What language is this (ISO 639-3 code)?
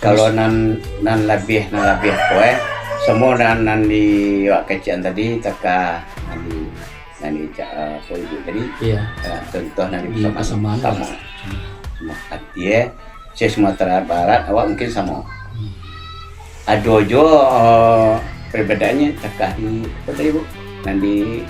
min